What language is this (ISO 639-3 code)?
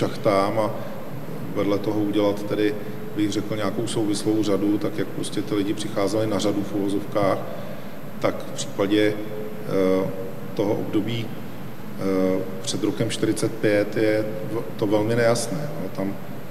ces